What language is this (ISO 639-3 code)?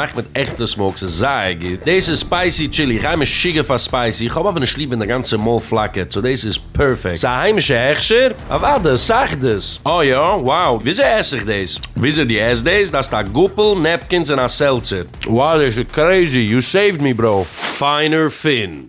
yid